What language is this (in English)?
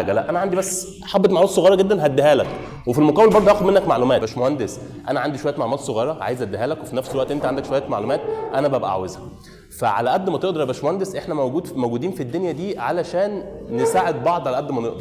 Egyptian Arabic